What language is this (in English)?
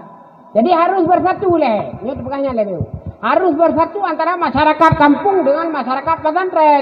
Achinese